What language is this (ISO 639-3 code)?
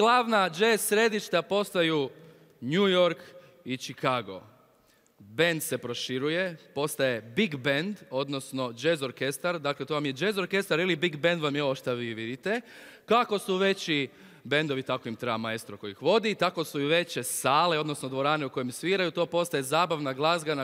hrv